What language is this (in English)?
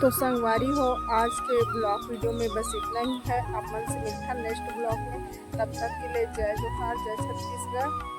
Chhattisgarhi